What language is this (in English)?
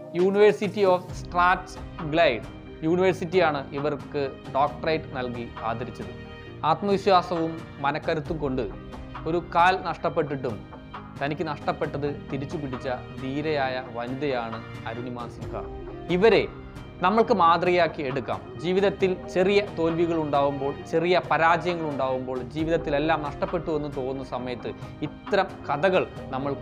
Malayalam